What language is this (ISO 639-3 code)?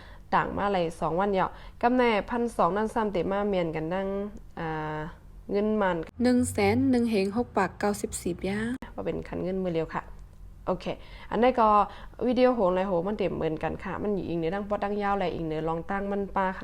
shn